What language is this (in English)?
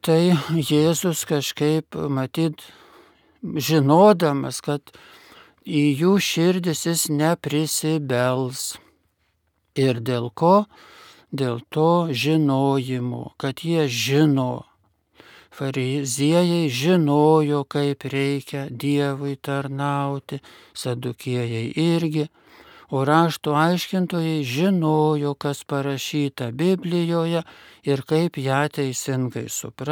Lithuanian